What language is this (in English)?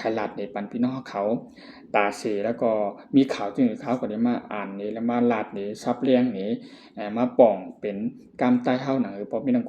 Shan